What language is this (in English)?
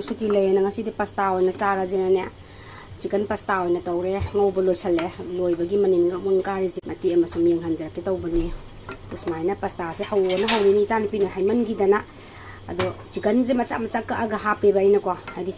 Manipuri